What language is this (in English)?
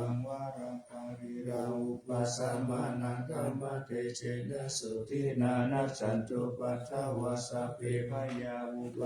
Pali